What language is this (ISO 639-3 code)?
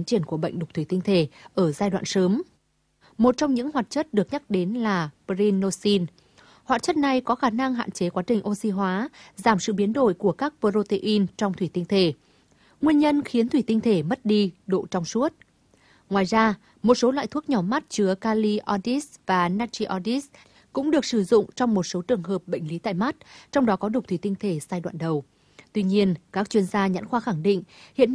vie